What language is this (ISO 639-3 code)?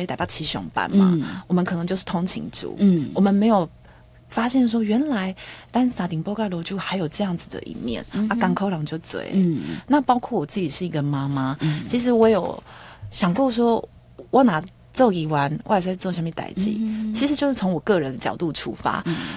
zho